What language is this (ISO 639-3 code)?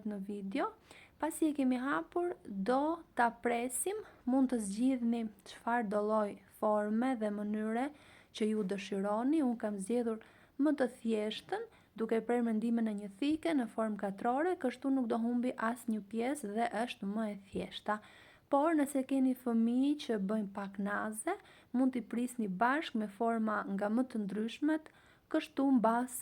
sqi